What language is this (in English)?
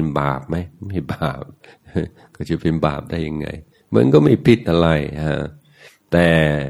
Thai